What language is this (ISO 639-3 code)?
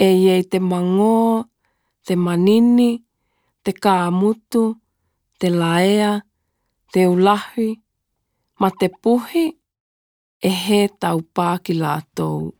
tkl